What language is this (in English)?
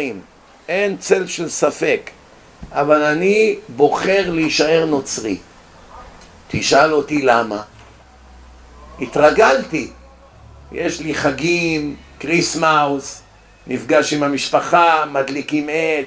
Hebrew